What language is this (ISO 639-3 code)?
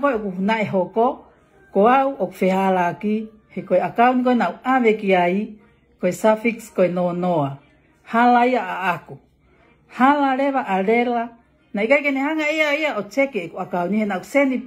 ton